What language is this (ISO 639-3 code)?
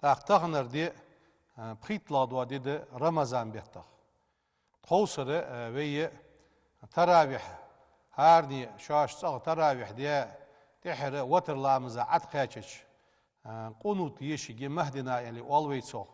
inh